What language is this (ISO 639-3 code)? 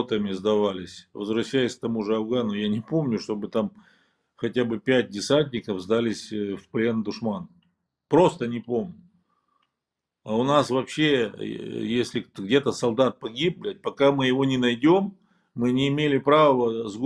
rus